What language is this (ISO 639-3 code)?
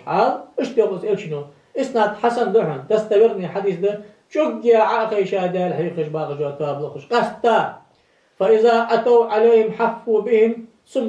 inh